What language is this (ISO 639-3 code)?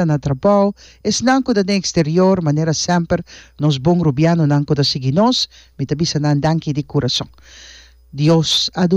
pap